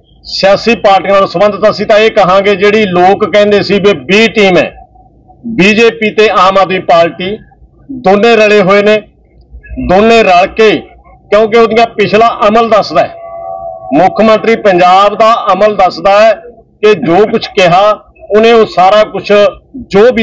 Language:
Punjabi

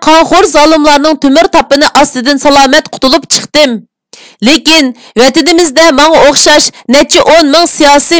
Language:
Uyghur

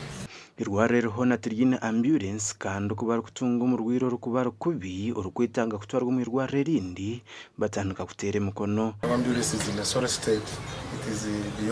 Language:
Nyankole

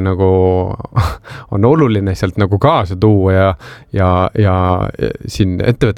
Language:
Estonian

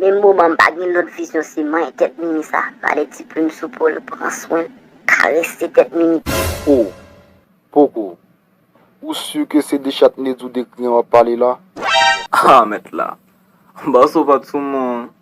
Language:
Haitian Creole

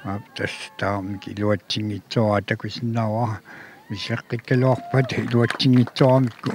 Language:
Kalaallisut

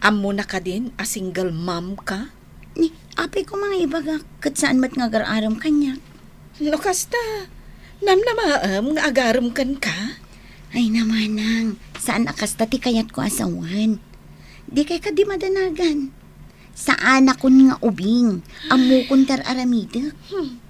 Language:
Iloko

